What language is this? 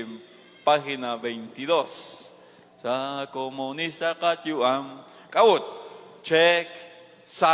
Kekchí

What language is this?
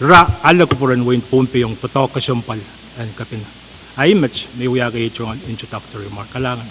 Pohnpeian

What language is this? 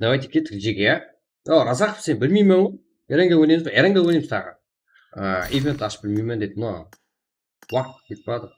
Kara-Kalpak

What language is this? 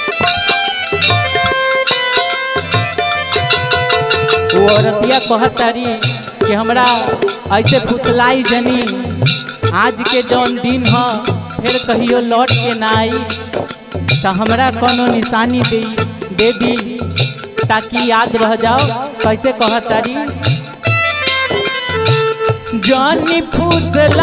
Bhojpuri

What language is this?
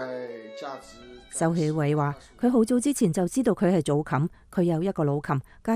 Cantonese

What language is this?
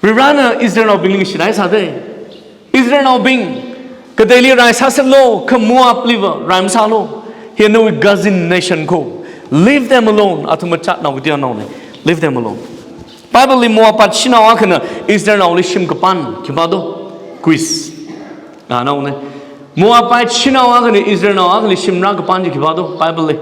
Tangkhul Naga (India)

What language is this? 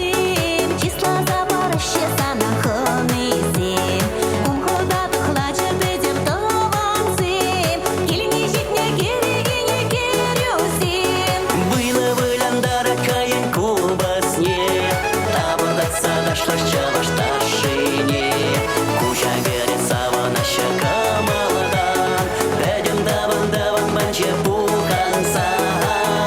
Chuvash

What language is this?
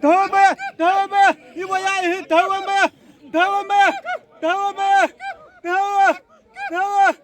Xavánte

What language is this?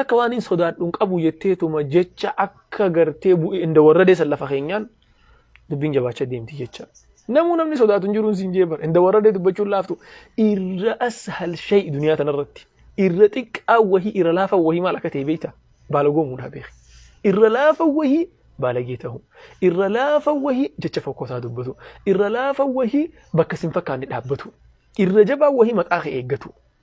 Oromo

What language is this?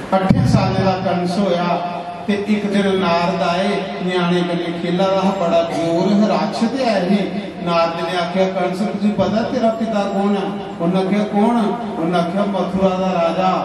Dogri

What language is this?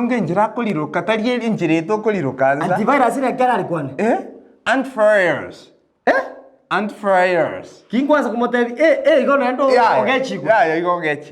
Gusii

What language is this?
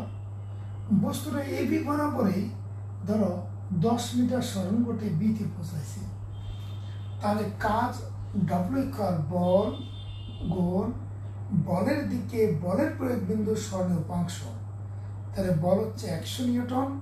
Bangla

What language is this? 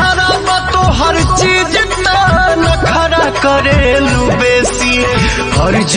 Bhojpuri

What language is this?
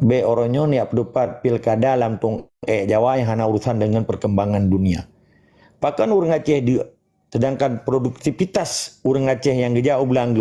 Achinese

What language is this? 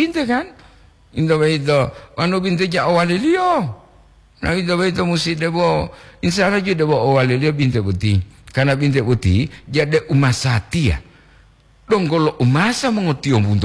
Gorontalo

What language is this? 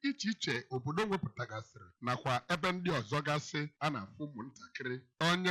Igbo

